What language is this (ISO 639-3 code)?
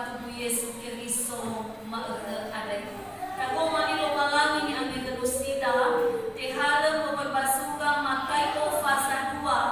nia